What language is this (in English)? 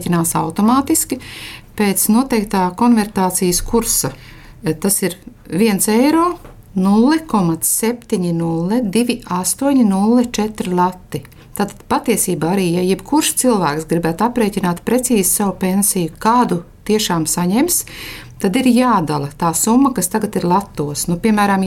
Latvian